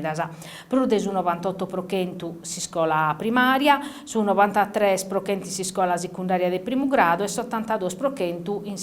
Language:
Sardinian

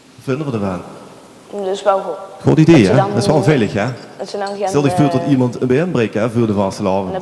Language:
Limburgish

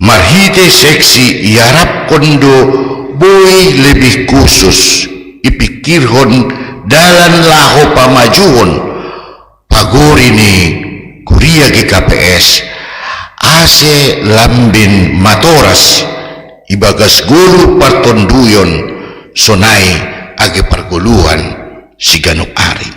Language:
Batak Simalungun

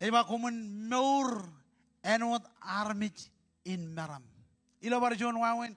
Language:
Marshallese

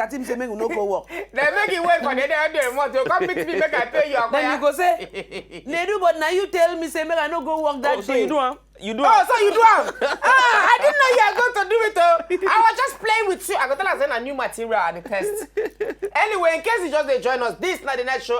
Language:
Nigerian Pidgin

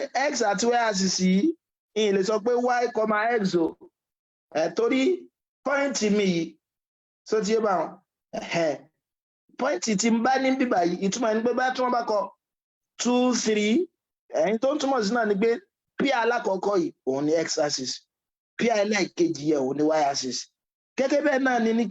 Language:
Yoruba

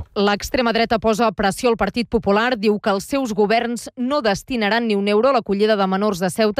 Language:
Catalan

